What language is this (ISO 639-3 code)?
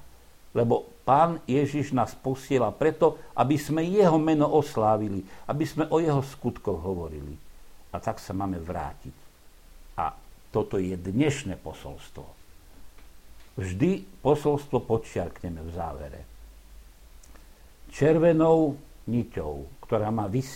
slk